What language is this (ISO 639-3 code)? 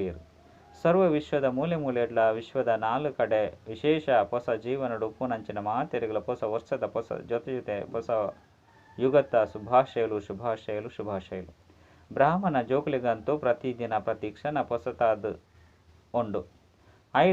tcy